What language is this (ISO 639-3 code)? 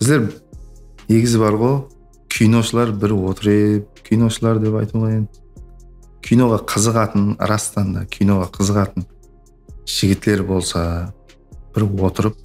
kaa